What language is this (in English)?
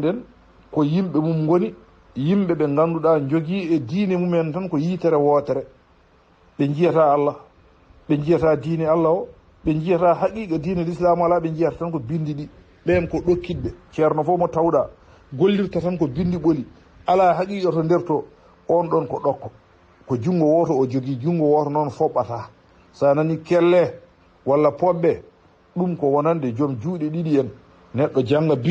Fula